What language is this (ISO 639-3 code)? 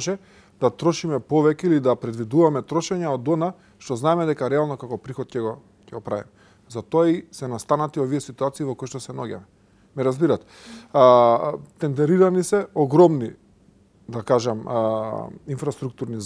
mkd